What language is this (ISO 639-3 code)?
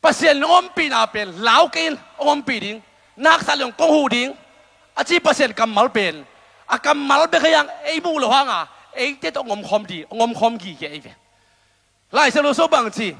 ctd